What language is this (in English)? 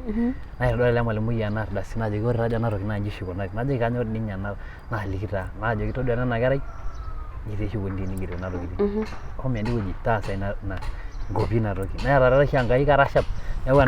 Masai